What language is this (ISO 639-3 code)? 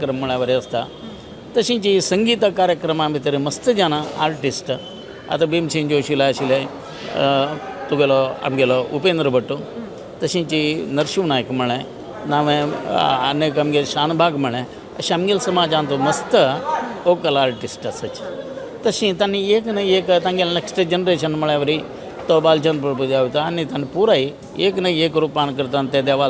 kok